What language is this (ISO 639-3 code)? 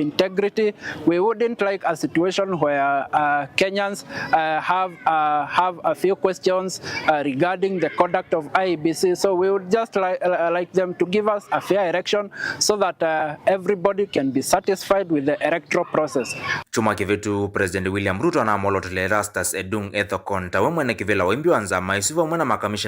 kam